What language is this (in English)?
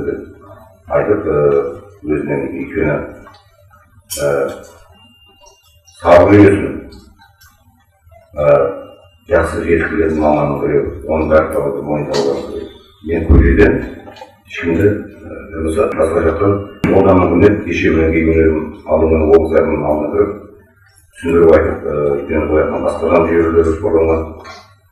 Kazakh